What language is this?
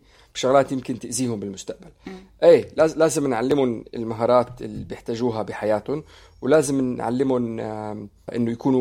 North Levantine Arabic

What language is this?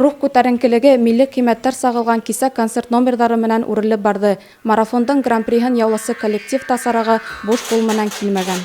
Bashkir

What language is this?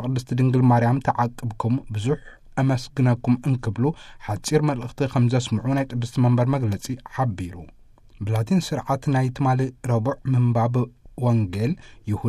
Tigrinya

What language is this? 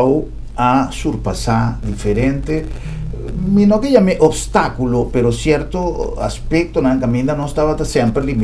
Papiamento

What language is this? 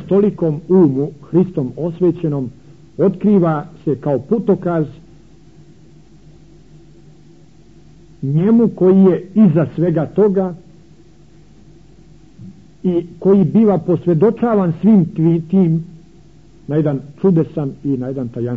Croatian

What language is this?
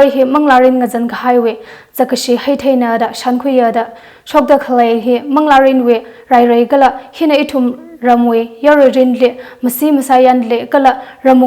Tangkhul Naga (India)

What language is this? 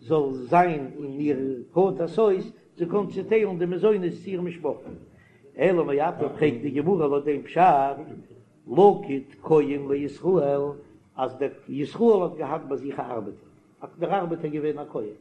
Yiddish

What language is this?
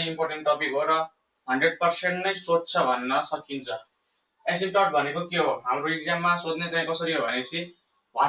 Nepali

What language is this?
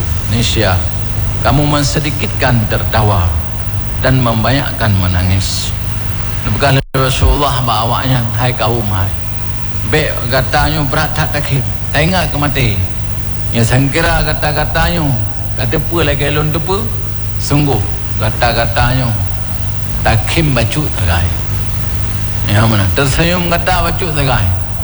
Malay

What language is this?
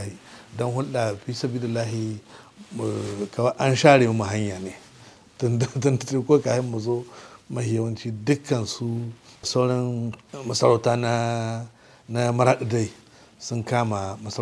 Hausa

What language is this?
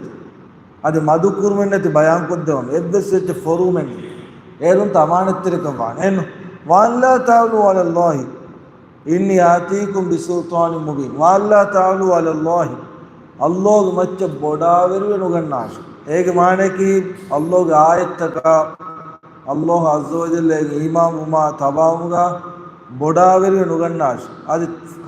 Divehi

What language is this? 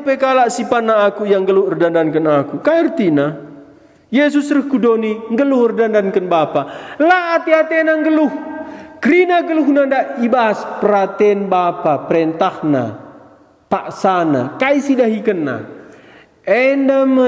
Batak Karo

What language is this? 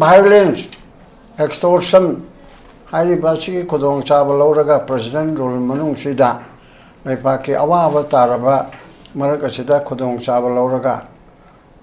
Manipuri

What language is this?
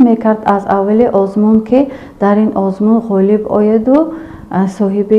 Tajik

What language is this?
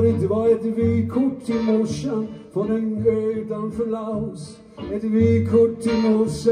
Swedish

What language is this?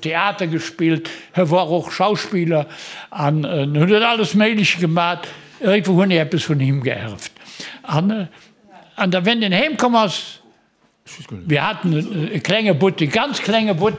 Luxembourgish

